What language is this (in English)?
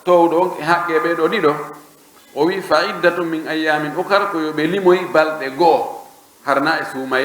Pular